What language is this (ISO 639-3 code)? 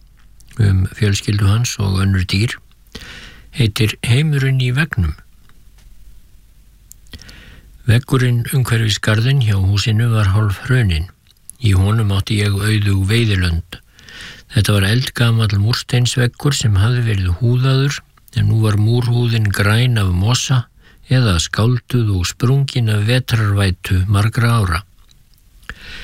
isl